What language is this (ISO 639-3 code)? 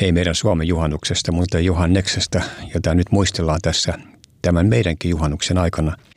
fin